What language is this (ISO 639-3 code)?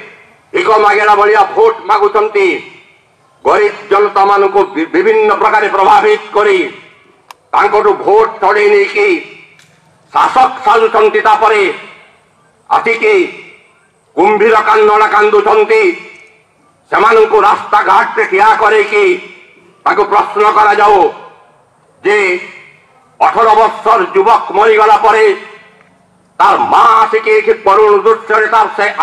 ori